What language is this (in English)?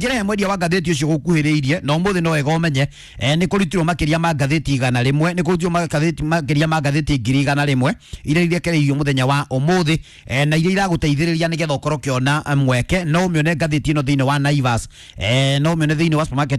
Kikuyu